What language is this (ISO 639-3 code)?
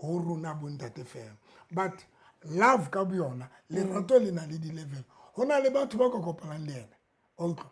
sot